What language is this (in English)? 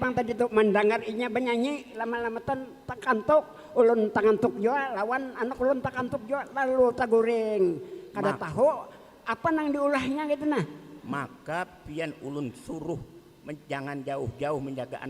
Banjar